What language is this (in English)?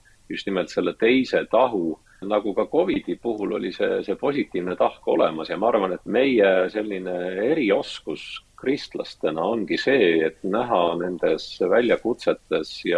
Estonian